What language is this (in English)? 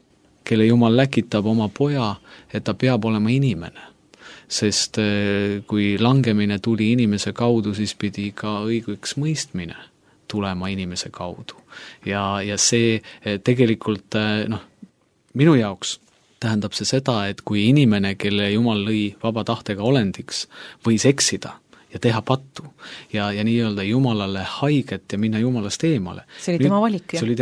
Estonian